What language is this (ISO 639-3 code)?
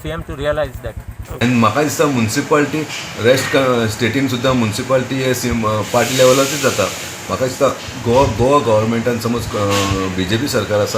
kok